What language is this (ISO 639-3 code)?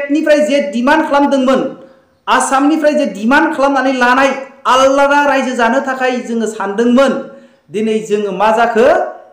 brx